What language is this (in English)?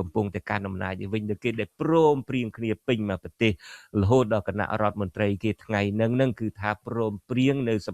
Khmer